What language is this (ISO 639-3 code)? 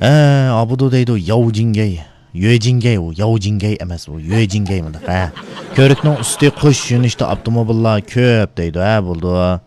uig